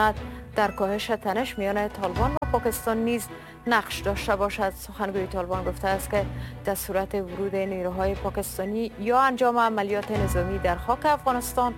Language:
Persian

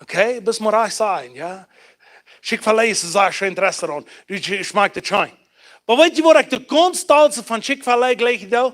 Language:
Plautdietsch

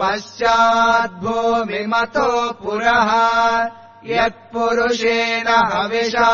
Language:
Sanskrit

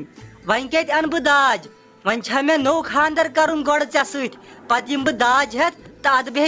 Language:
Kashmiri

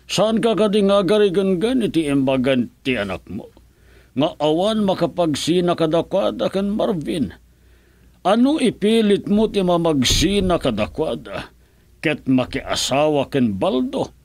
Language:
Iloko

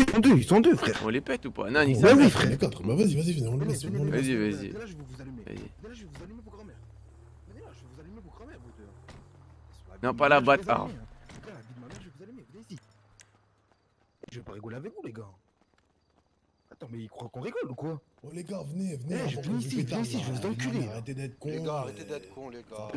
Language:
French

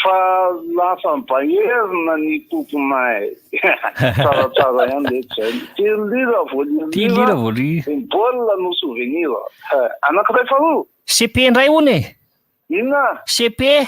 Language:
Malagasy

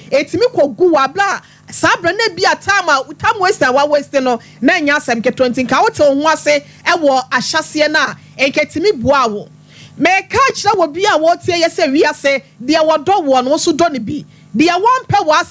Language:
Akan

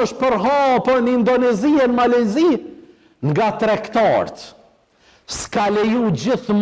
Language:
Albanian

